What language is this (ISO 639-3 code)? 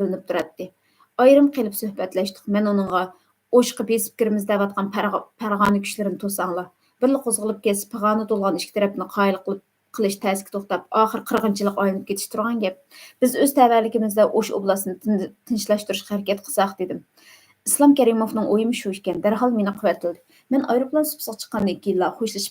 uig